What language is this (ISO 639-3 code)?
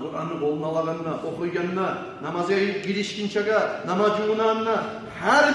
kum